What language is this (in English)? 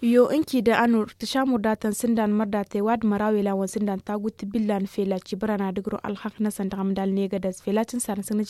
Tamasheq